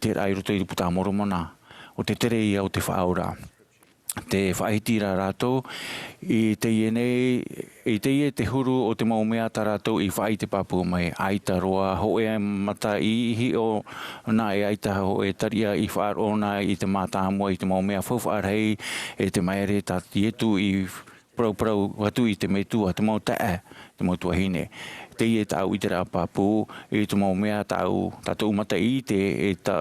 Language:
Tahitian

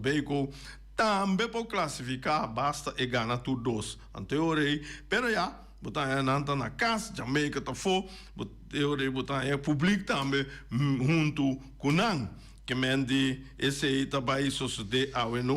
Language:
Papiamento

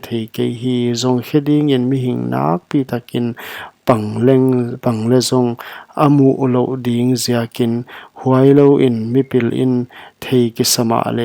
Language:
Paite Chin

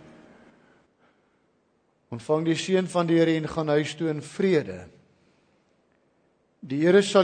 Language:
Afrikaans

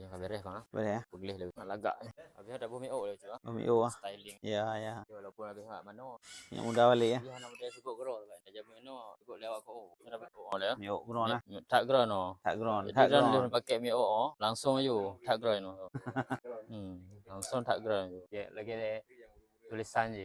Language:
Achinese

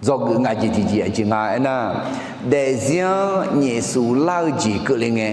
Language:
Akha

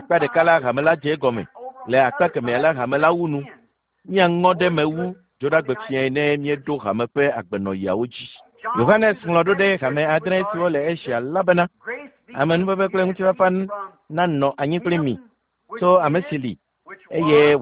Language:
Ewe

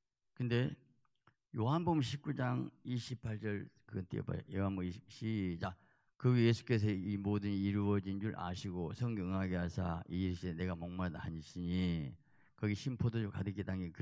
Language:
Korean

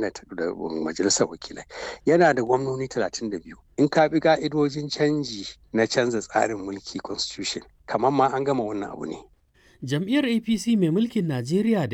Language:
Hausa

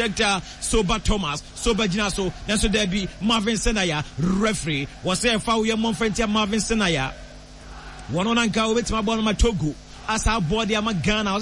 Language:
Akan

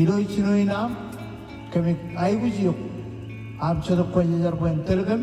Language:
Marshallese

